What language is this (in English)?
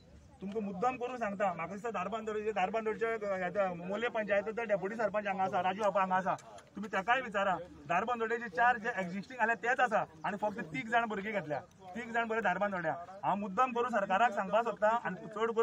Konkani